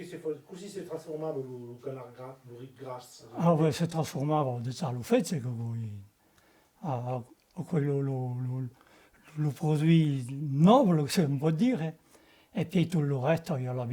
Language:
Occitan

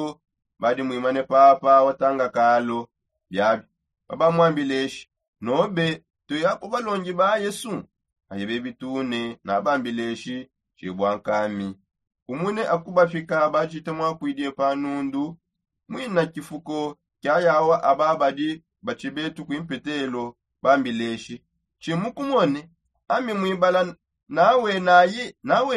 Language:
Songe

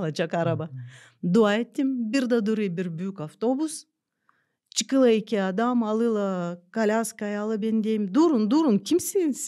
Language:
Gagauz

